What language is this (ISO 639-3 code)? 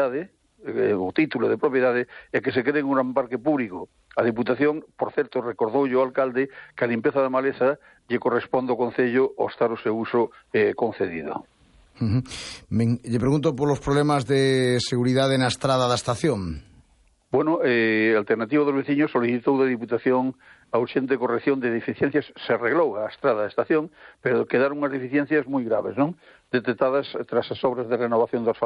glg